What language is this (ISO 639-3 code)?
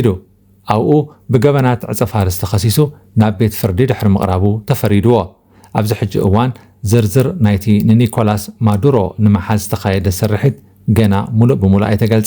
tir